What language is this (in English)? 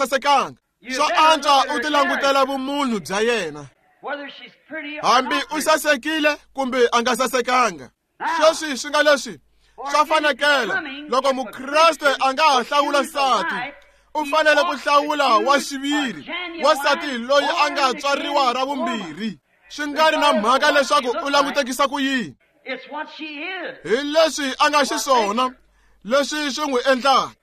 Tsonga